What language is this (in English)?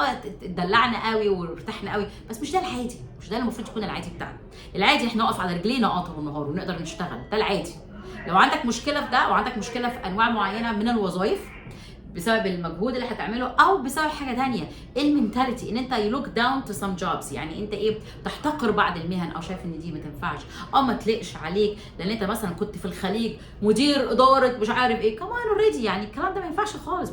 Egyptian Arabic